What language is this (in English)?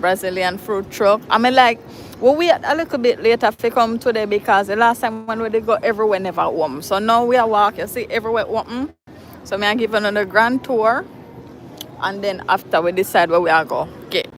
Jamaican Creole English